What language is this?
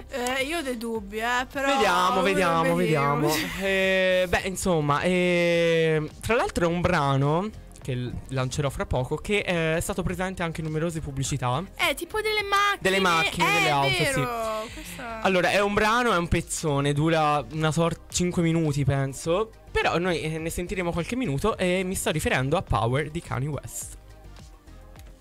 Italian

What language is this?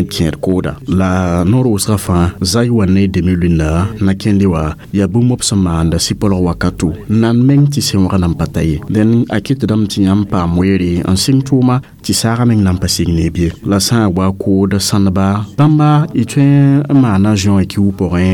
Mossi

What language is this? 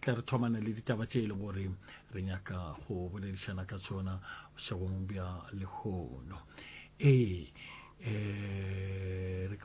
Northern Sotho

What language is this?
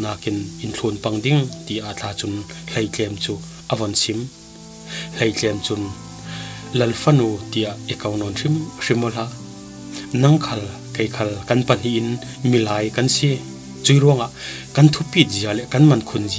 Falam Chin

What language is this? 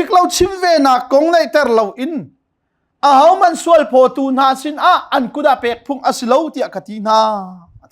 Hakha Chin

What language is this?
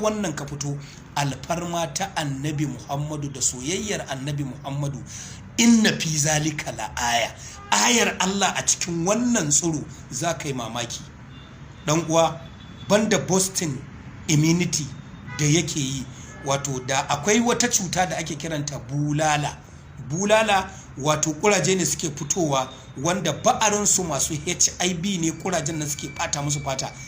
Hausa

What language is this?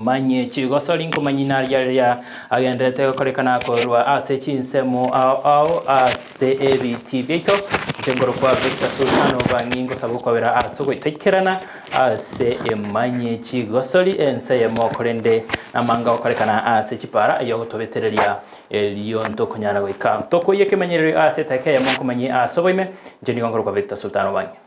Gusii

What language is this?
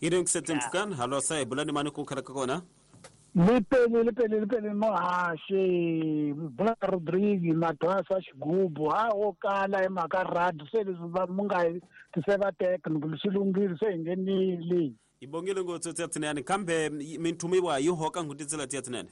Tsonga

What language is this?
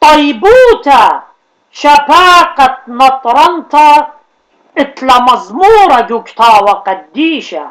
Assyrian Neo-Aramaic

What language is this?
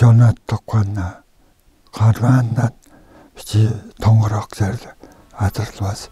Tuvinian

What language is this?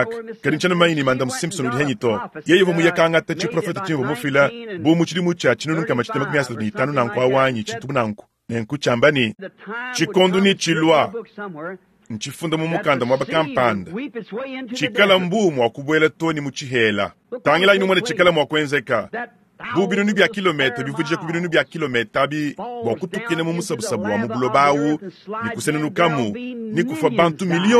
Luba-Lulua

